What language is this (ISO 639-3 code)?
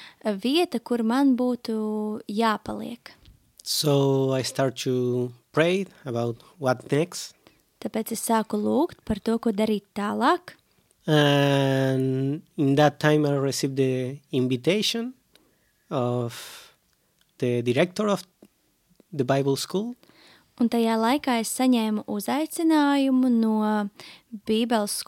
lav